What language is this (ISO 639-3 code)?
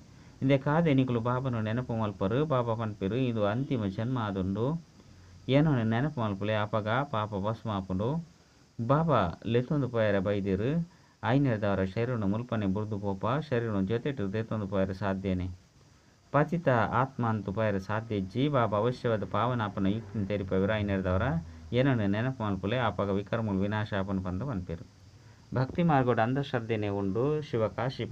tcy